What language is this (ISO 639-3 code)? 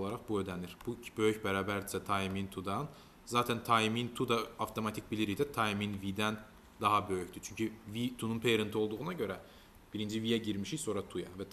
aze